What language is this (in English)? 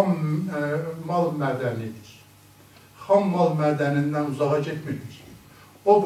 South Azerbaijani